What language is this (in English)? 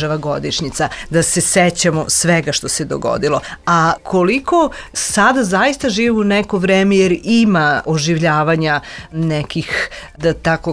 Serbian